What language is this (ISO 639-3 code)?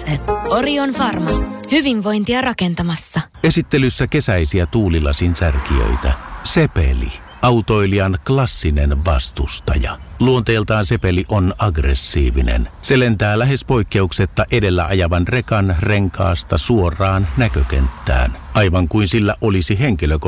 fin